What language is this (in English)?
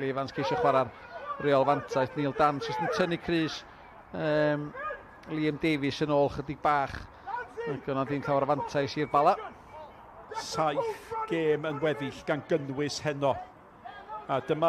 Welsh